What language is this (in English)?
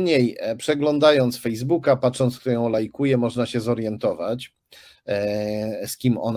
Polish